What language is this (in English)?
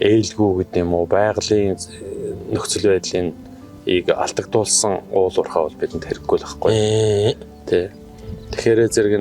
Mongolian